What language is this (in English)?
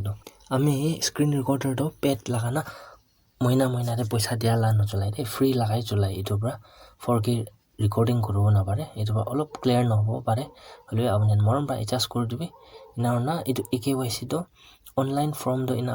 Naga Pidgin